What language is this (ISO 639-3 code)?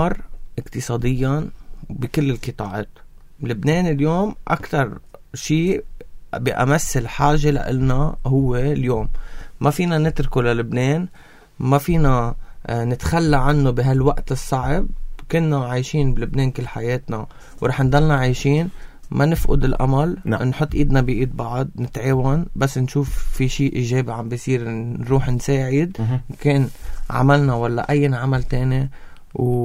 apc